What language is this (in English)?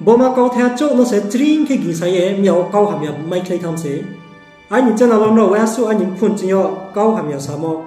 Riang (India)